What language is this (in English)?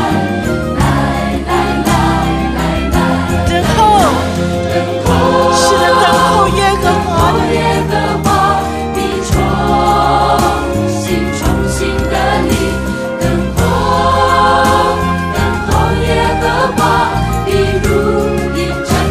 Chinese